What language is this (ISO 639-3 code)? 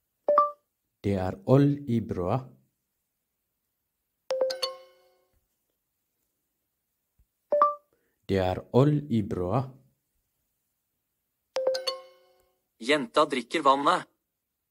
nor